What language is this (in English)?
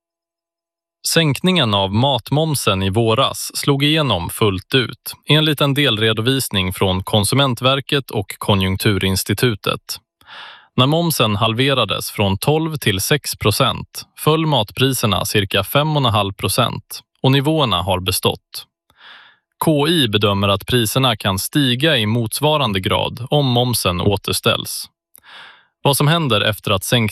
Swedish